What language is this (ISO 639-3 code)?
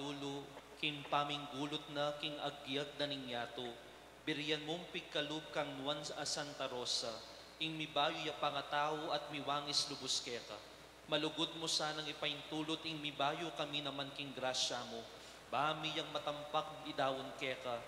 pam